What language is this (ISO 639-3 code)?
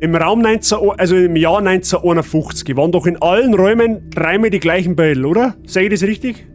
bar